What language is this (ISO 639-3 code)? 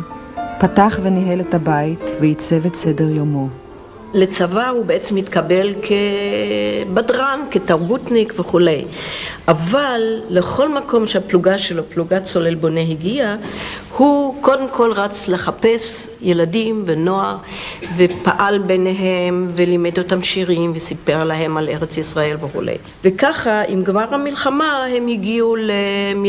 heb